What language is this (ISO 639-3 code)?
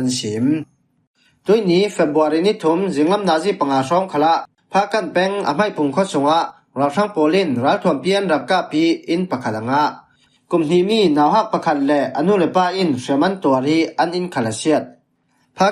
cfm